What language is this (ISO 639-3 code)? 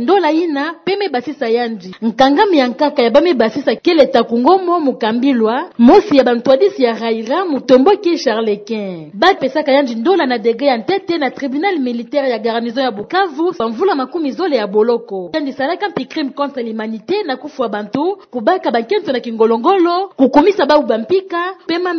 ktu